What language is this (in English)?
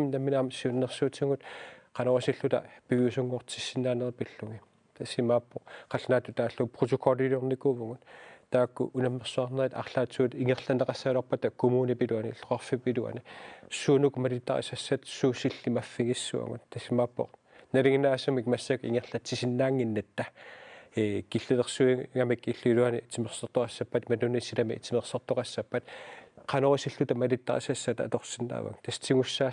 Kalaallisut